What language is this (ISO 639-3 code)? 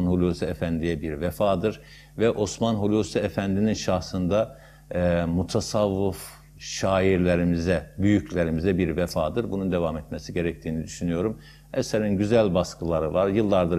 tur